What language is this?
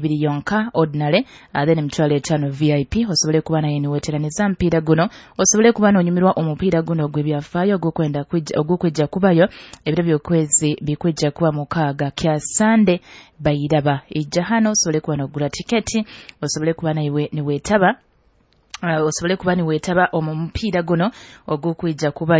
Nyoro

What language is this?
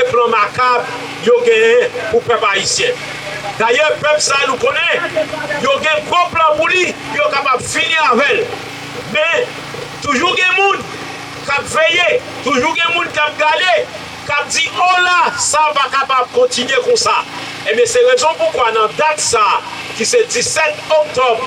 Haitian Creole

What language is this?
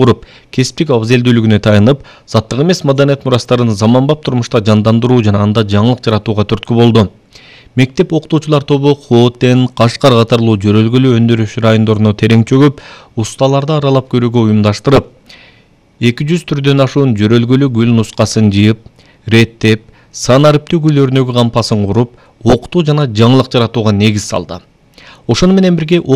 Kyrgyz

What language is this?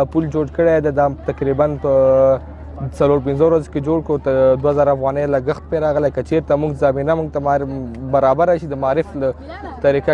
Pashto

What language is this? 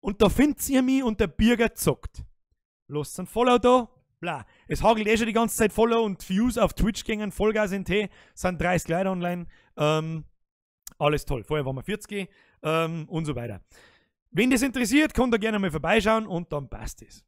Bavarian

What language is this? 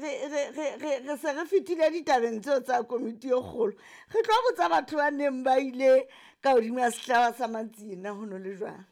Southern Sotho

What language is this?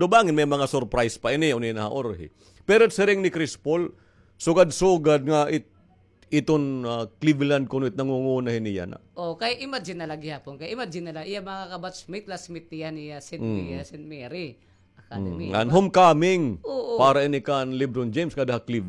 Waray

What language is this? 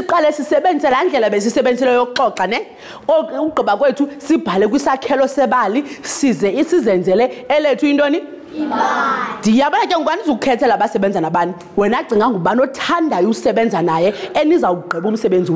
Xhosa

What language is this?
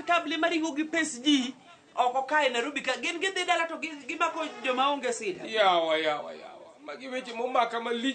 Luo (Kenya and Tanzania)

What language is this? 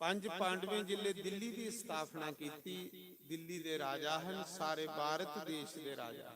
Dogri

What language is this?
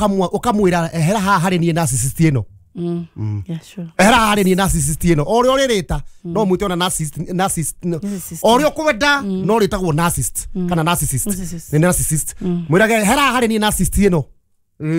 Kikuyu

